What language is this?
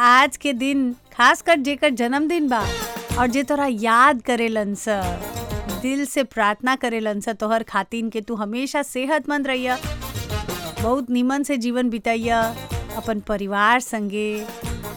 Bhojpuri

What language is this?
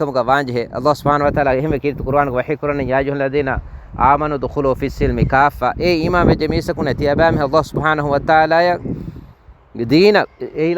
Divehi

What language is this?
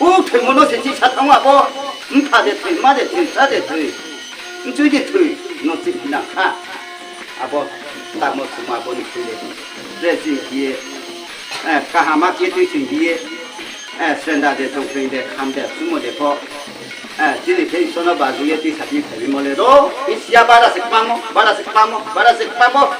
Riang (India)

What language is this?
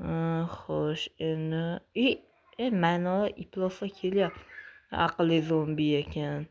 Uzbek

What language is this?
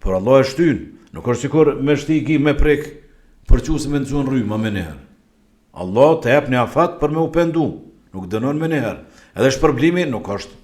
Albanian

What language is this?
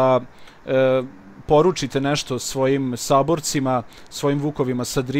Croatian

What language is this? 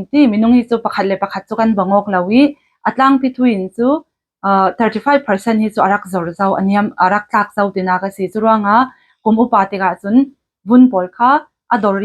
Falam Chin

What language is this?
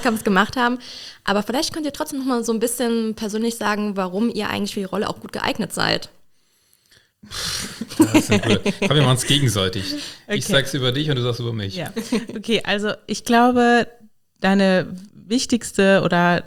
German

